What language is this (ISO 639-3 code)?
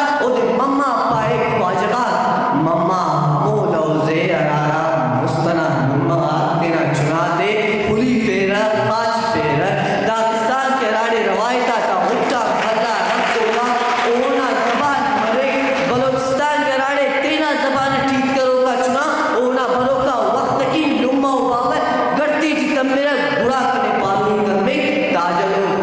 brh